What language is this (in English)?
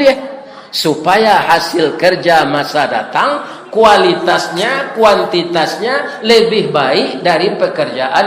Minangkabau